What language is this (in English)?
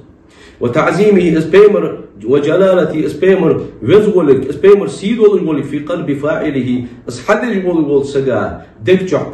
Ingush